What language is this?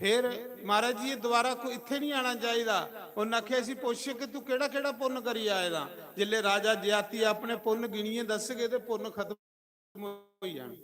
Dogri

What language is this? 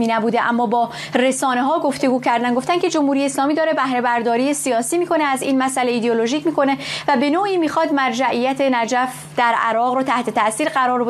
Persian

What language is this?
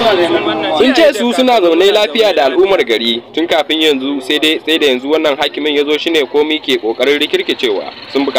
Hausa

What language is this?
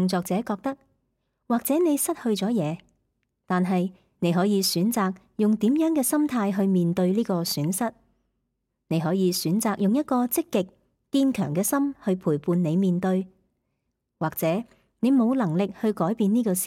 Cantonese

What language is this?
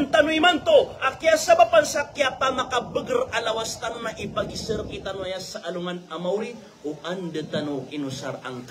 Maranao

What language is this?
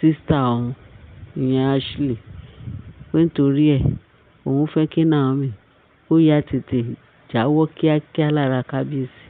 Yoruba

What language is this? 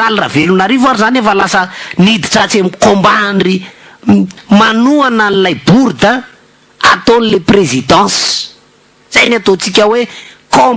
Malagasy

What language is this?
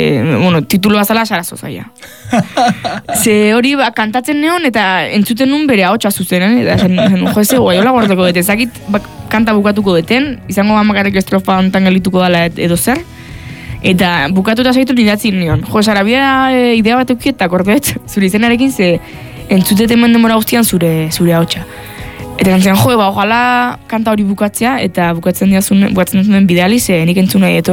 Basque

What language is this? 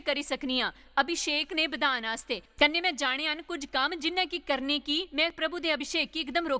Dogri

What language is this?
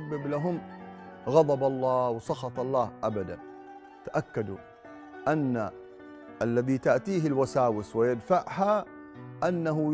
Arabic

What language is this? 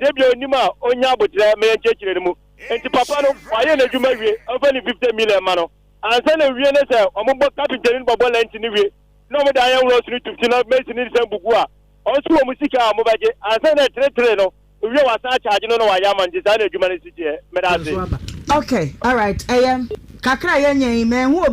Akan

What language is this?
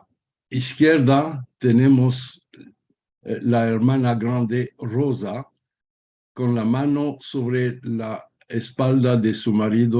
Ladino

